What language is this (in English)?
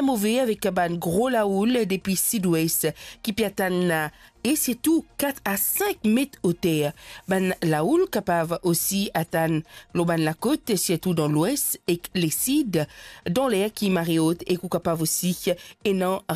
Morisyen